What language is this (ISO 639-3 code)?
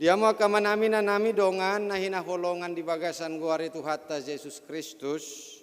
bbc